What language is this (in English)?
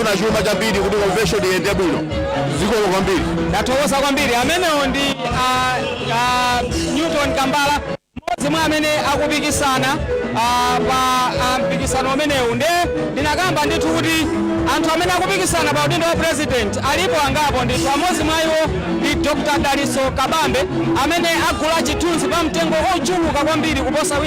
Nyanja